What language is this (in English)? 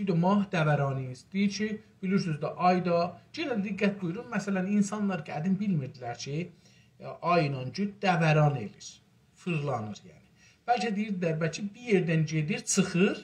South Azerbaijani